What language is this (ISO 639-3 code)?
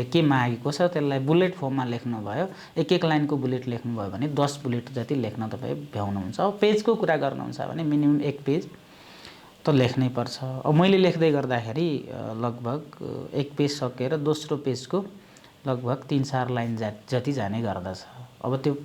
nep